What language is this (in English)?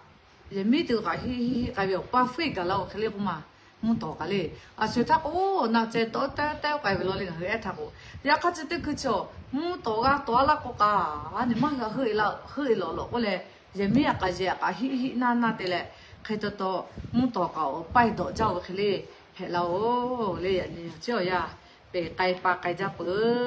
Lahu